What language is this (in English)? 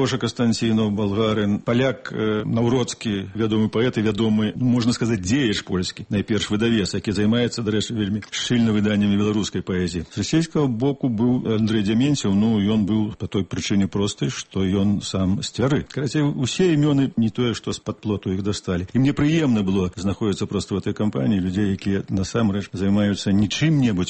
Belarusian